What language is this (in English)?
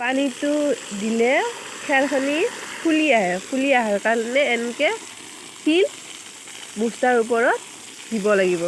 Assamese